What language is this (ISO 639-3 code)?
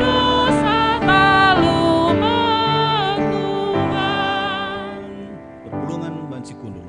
btx